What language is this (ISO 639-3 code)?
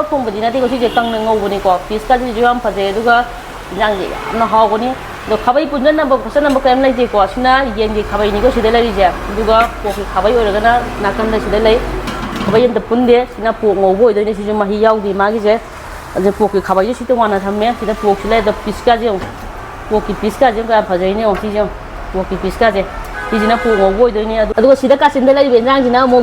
mni